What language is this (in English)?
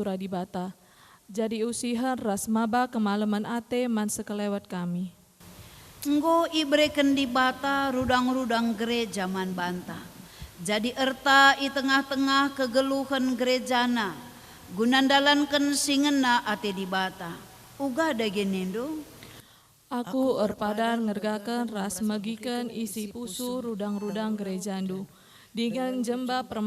Batak Karo